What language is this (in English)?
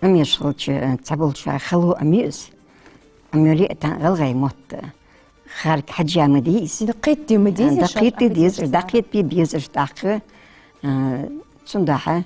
Ingush